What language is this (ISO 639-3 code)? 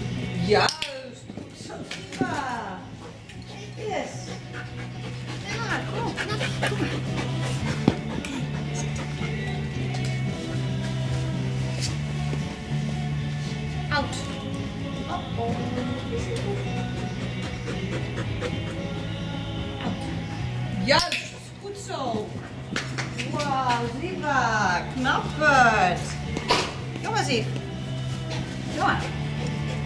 nld